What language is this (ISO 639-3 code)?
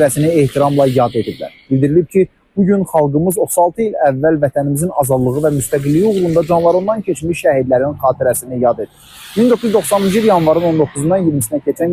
aze